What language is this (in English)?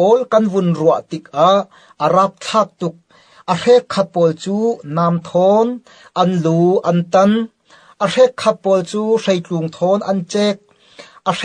Falam Chin